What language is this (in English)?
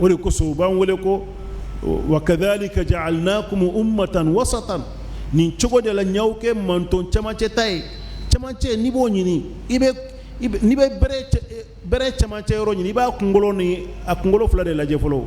Bambara